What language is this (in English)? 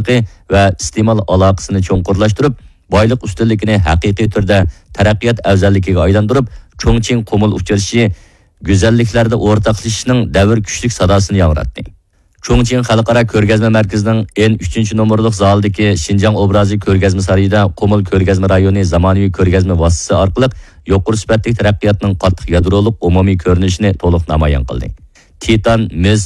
Uyghur